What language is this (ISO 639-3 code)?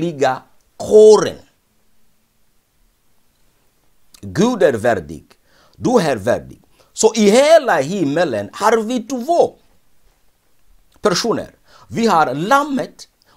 swe